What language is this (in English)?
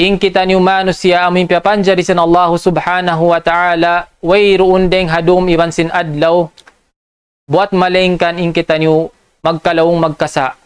Tausug